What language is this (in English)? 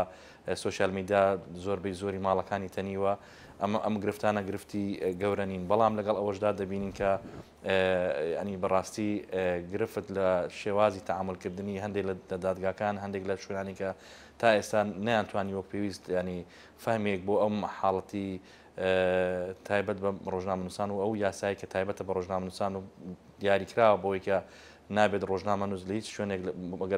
Central Kurdish